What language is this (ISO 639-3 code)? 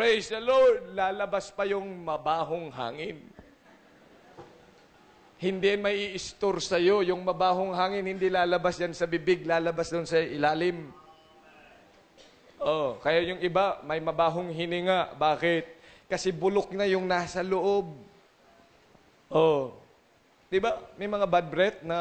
fil